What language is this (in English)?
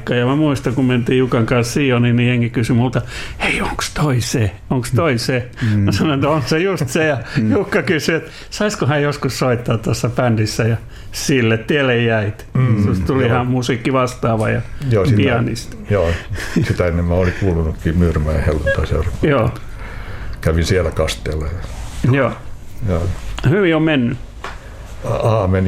Finnish